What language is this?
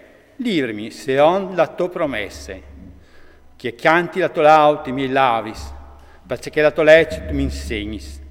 Friulian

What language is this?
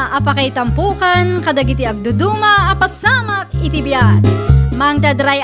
Iloko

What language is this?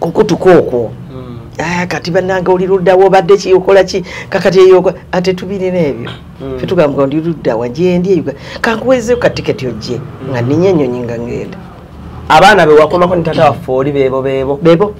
Ganda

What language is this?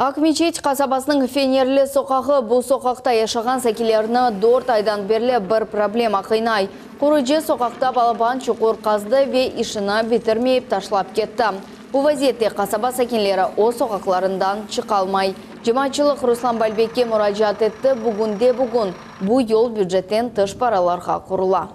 Crimean Tatar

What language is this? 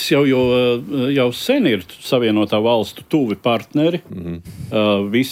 Latvian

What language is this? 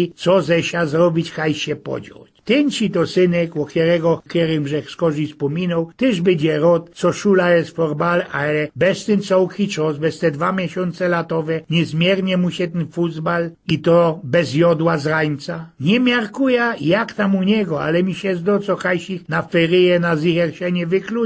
Silesian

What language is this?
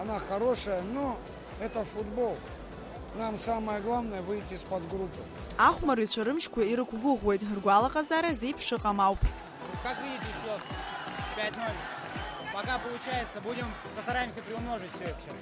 Abkhazian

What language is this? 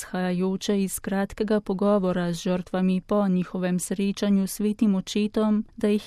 Slovenian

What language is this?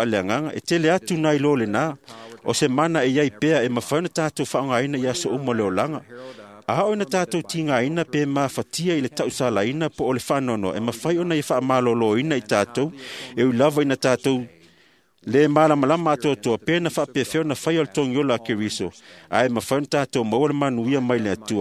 Samoan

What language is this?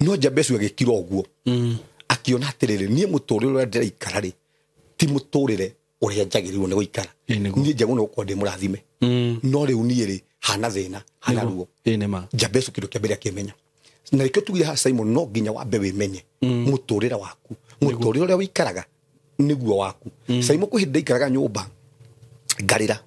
Kikuyu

